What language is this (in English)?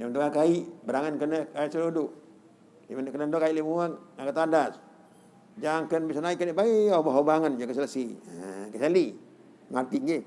Sasak